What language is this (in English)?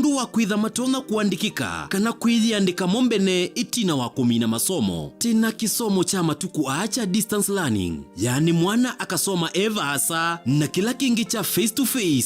Kamba